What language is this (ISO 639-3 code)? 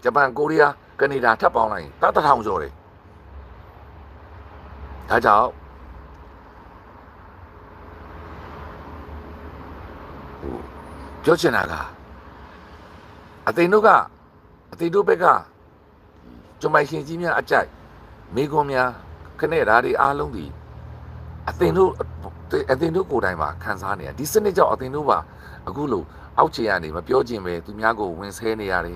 mya